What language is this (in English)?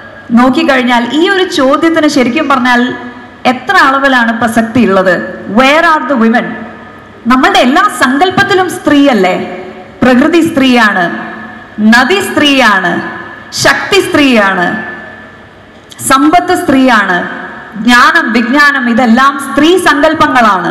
Malayalam